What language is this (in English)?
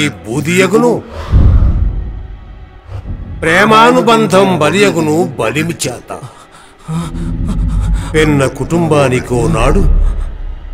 Telugu